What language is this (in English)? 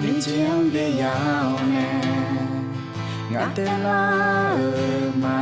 Akha